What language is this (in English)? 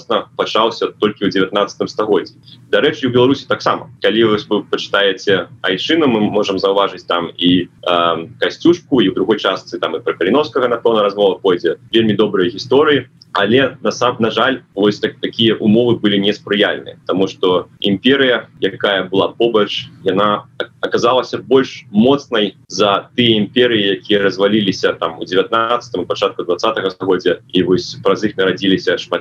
Belarusian